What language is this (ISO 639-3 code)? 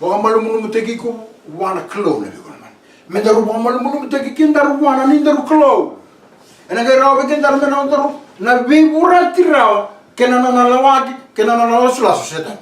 fij